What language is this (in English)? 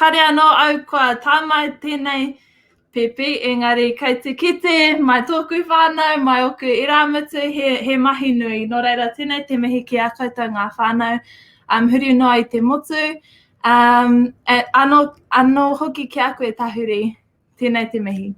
Māori